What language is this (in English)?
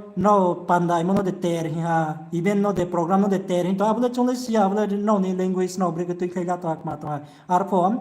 Riang (India)